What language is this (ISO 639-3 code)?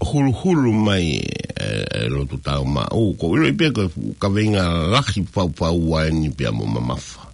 ton